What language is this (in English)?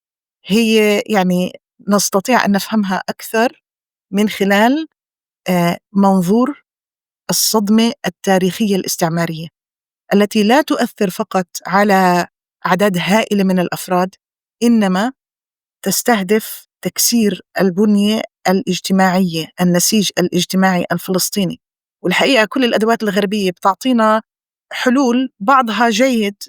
North Levantine Arabic